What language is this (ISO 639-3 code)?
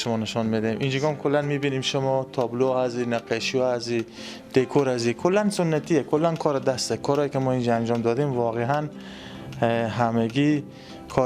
fas